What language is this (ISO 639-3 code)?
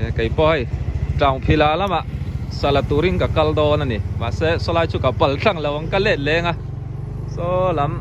lus